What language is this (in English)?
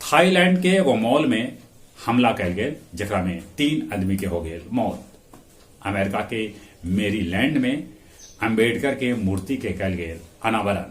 Magahi